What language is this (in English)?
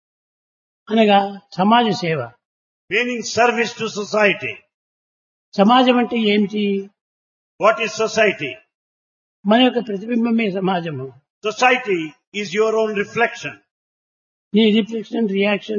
Telugu